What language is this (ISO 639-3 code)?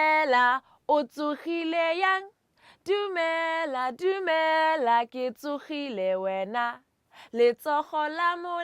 tsn